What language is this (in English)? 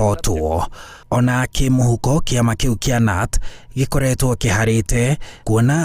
Kikuyu